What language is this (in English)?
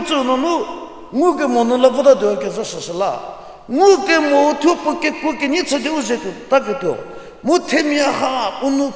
Angami Naga